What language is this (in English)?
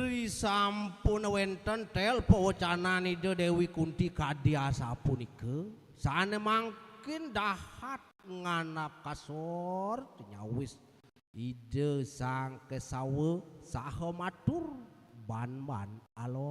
Balinese